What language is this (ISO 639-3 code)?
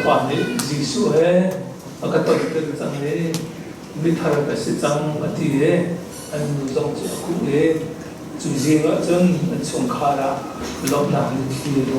cnh